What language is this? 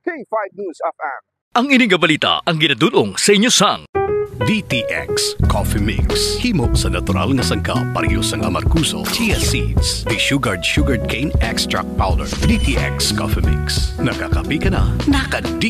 Hiligaynon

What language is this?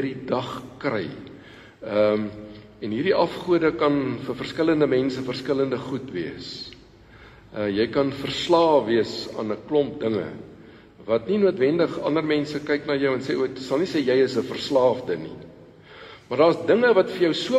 Afrikaans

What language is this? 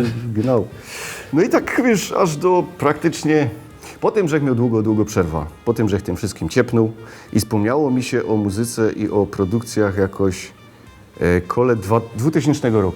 Silesian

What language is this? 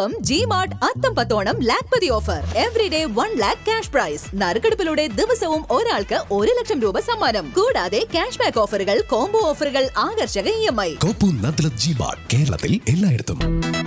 Malayalam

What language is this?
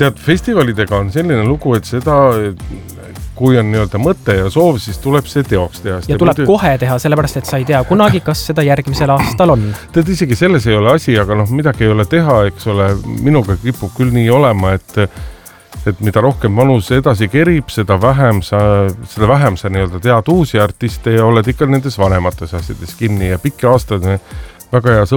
Estonian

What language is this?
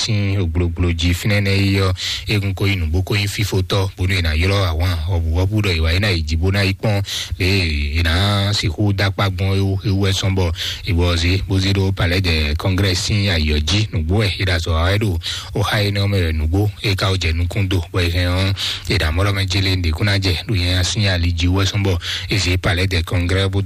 Fon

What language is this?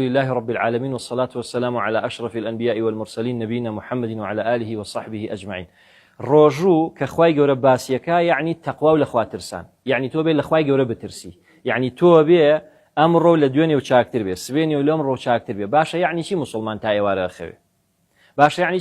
Central Kurdish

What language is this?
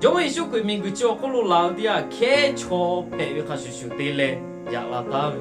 Lahu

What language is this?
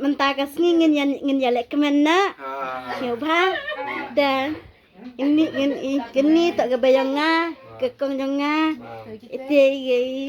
Khasi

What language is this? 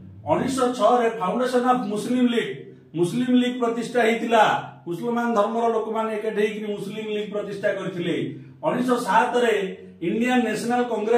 Odia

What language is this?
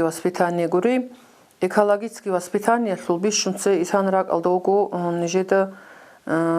Avaric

